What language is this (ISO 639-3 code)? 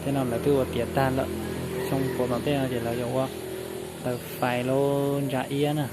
hmn